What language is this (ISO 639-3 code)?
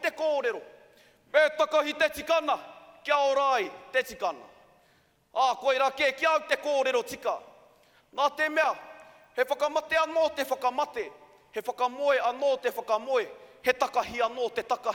mri